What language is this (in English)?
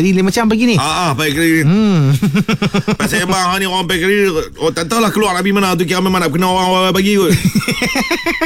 Malay